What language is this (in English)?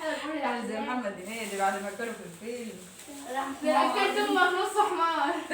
Egyptian Arabic